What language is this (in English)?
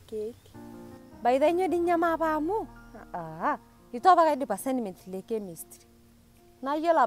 Masai